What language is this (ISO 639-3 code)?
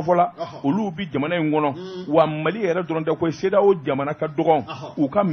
bam